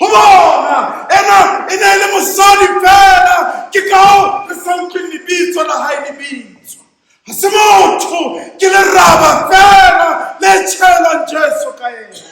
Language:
Southern Sotho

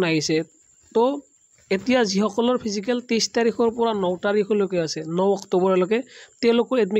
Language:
Assamese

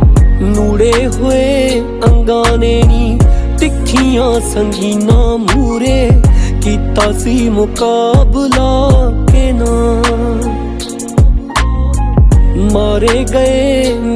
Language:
Punjabi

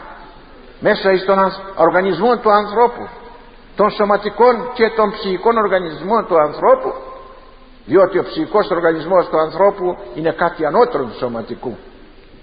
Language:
Greek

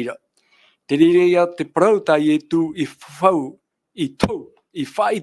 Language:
Tahitian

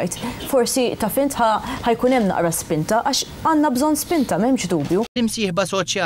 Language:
Maltese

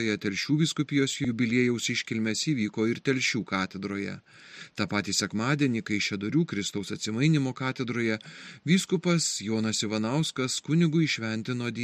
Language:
Lithuanian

